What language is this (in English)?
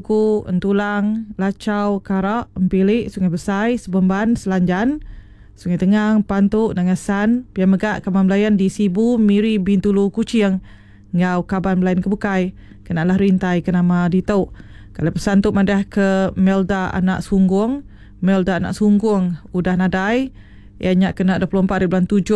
Iban